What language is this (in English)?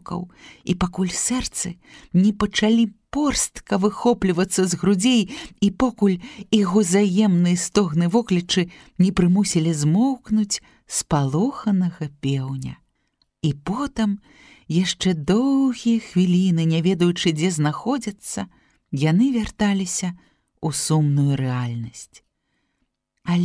Belarusian